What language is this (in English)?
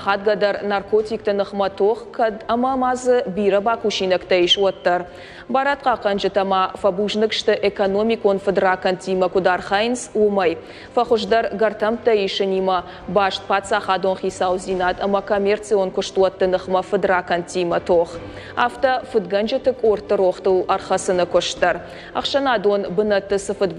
Ossetic